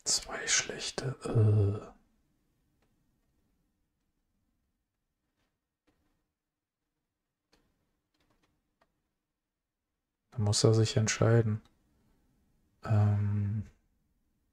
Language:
German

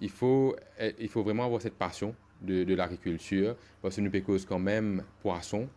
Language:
Morisyen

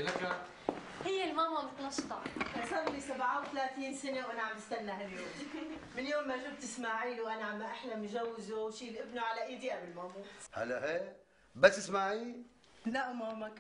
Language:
North Levantine Arabic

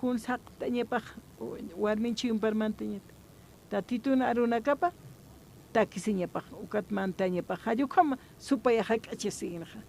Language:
Aymara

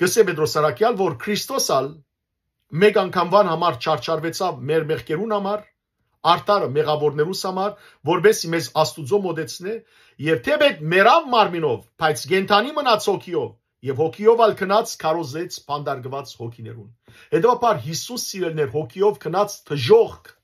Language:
Western Armenian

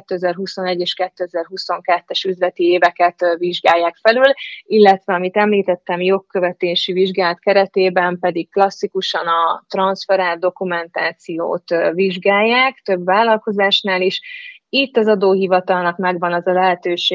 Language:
Hungarian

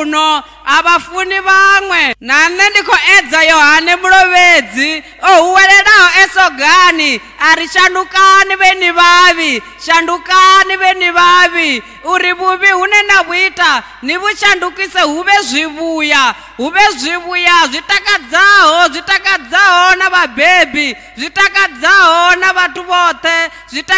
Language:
Venda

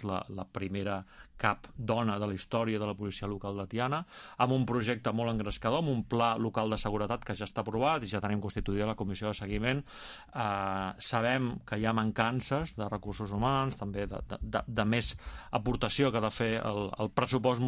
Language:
Catalan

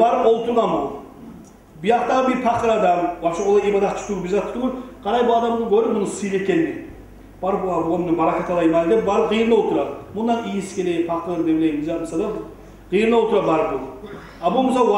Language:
Kumyk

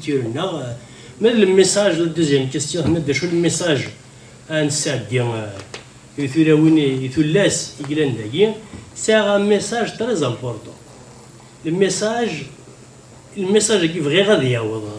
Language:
Kabyle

